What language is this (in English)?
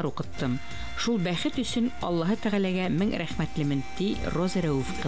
Bashkir